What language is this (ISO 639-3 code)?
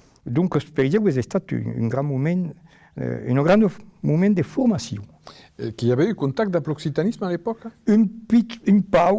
oci